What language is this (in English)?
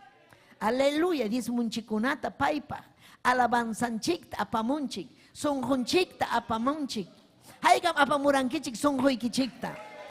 Ayacucho Quechua